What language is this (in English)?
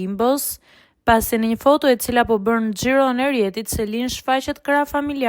Albanian